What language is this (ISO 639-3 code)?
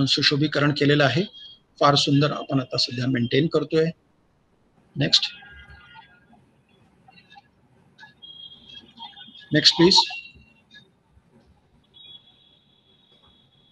mar